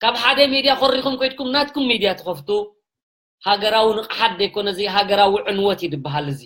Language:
Tigrinya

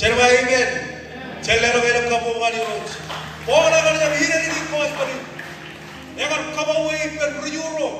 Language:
Marshallese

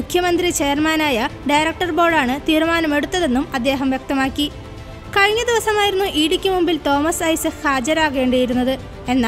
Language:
Malayalam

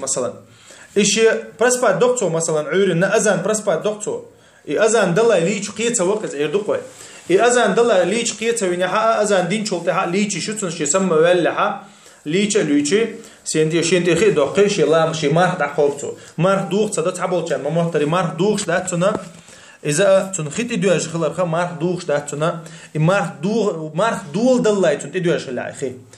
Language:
Chechen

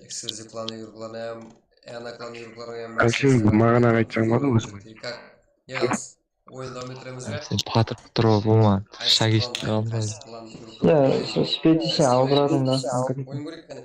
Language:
Kara-Kalpak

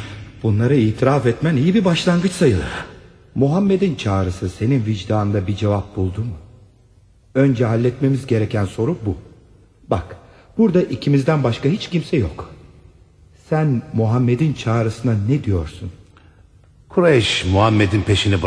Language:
Turkish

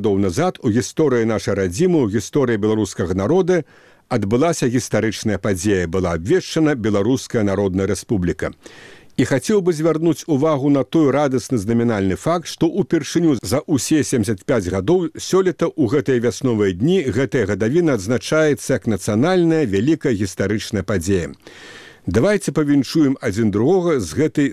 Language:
Belarusian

